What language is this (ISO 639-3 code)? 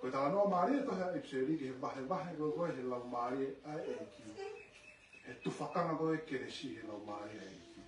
ton